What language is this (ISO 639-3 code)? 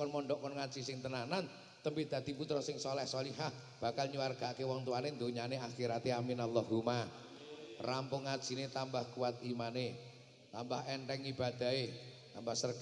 jav